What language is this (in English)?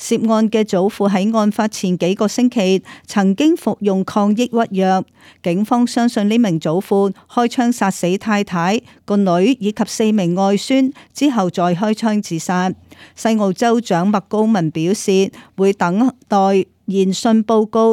Cantonese